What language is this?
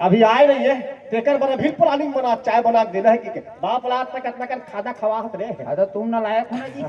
Chhattisgarhi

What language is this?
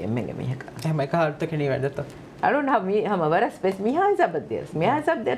Divehi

